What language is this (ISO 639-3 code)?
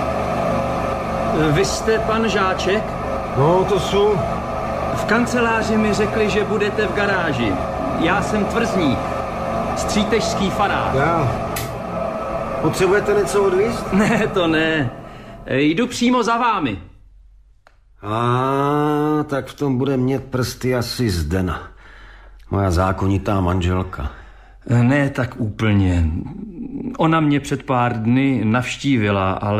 ces